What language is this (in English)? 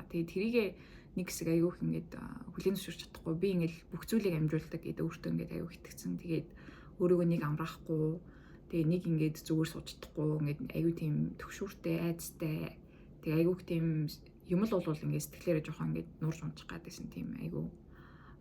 Mongolian